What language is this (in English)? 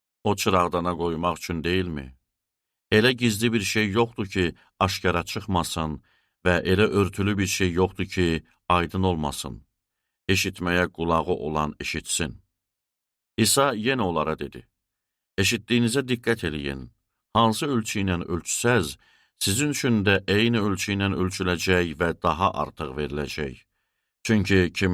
Azerbaijani